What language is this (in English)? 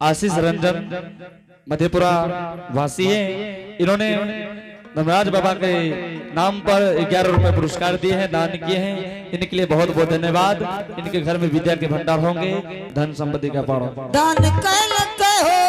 Angika